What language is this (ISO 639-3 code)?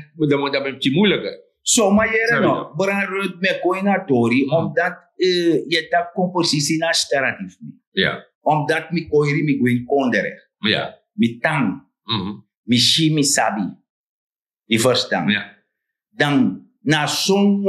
srn